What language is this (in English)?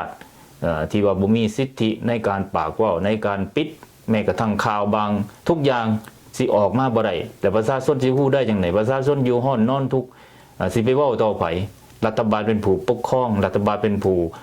Lao